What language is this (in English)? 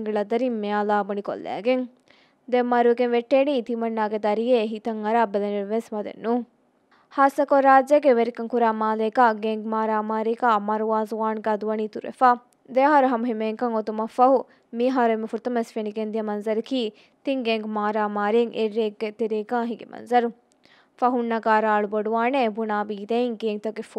Divehi